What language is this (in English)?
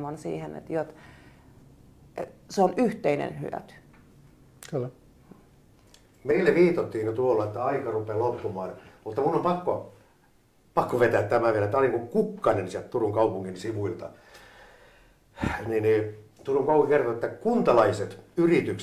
Finnish